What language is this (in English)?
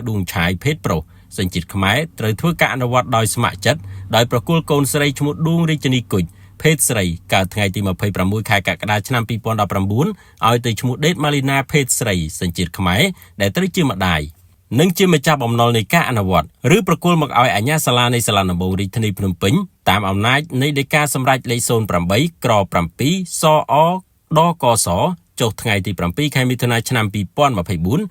Khmer